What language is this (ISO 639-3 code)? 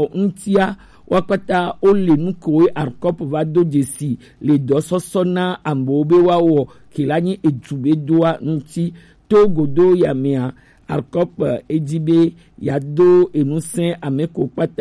gej